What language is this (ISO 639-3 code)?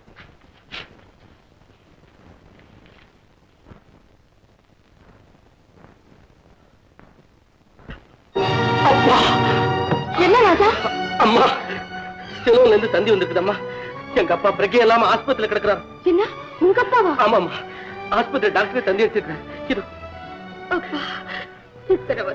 tam